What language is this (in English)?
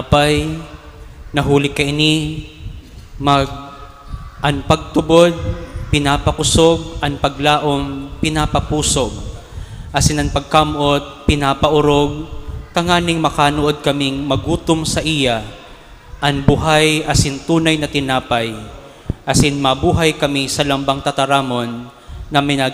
Bikol